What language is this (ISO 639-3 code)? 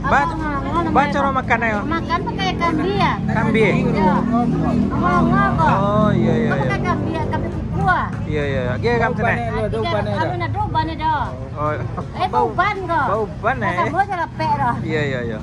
min